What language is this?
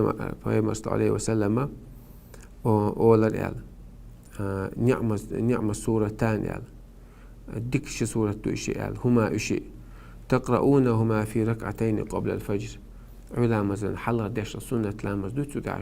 Chechen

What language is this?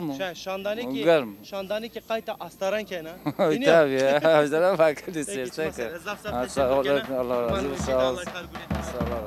Zaza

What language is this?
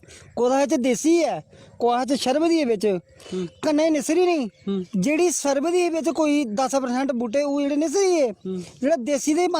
Dogri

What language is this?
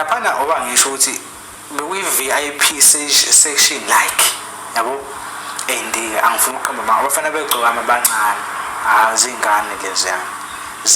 Zulu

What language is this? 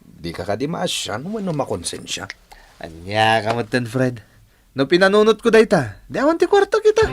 Iloko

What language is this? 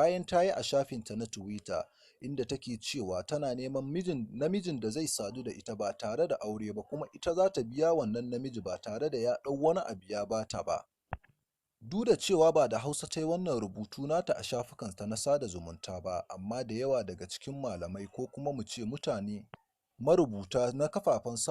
Hausa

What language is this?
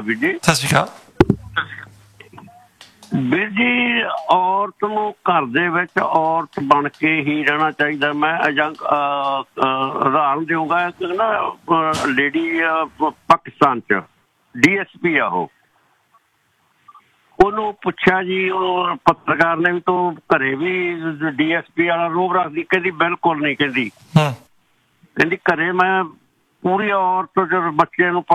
Punjabi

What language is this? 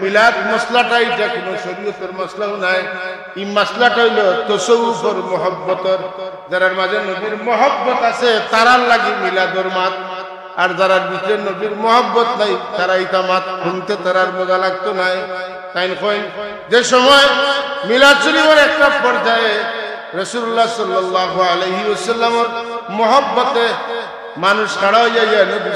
Sylheti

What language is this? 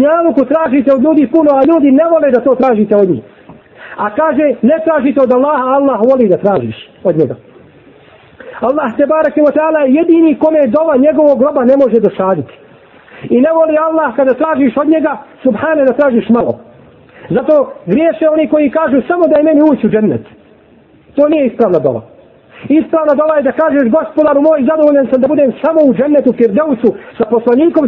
Bosnian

